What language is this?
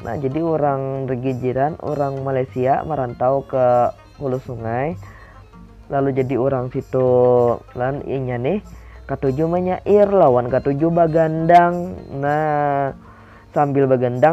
Banjar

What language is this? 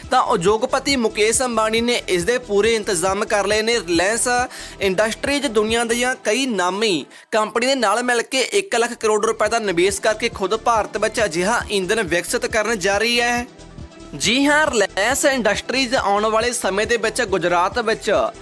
Punjabi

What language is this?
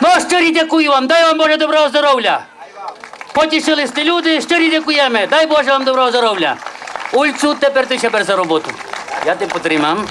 Rusyn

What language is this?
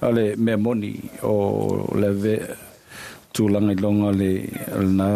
Samoan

